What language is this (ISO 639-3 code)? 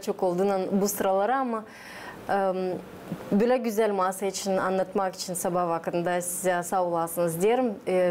gag